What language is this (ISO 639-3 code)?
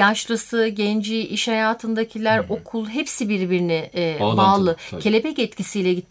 tur